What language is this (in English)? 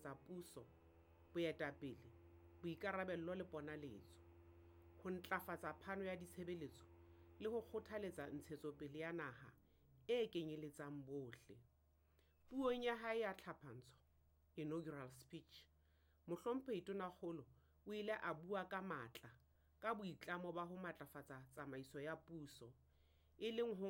Southern Sotho